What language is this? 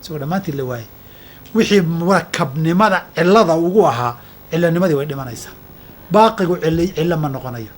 Somali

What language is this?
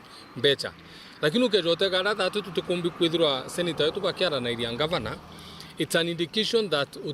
Meru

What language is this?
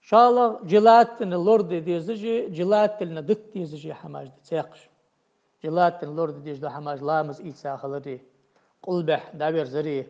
Ingush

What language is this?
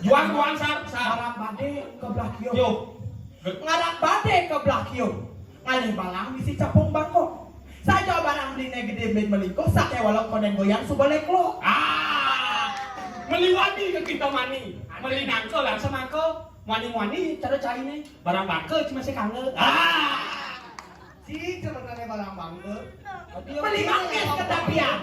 Balinese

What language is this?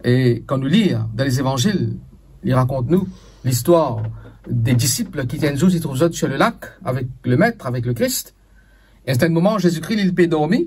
Morisyen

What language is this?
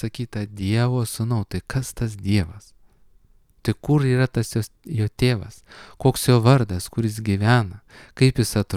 Lithuanian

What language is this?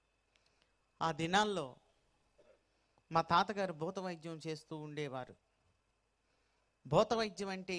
Telugu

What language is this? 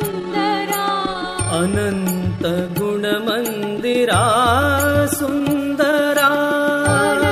Kannada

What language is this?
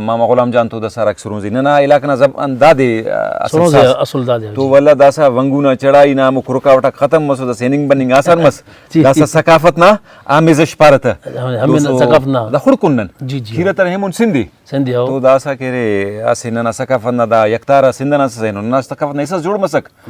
Brahui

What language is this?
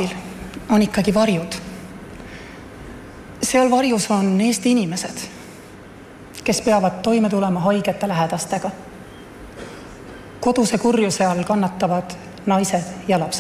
Estonian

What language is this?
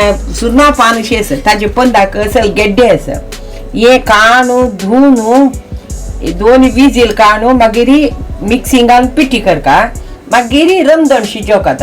Konkani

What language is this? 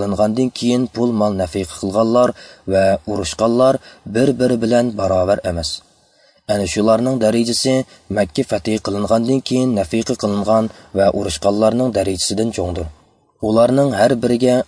Uyghur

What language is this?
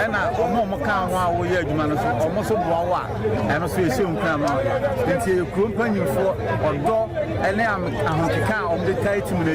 Akan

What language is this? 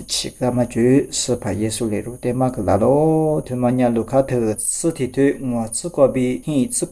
Lisu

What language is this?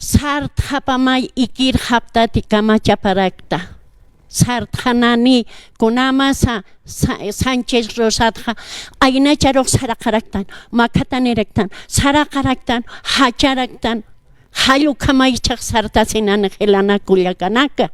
Aymara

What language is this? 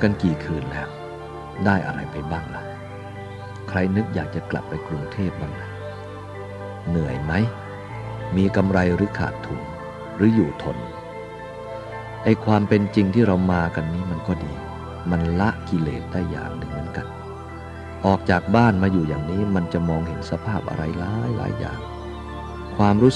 Thai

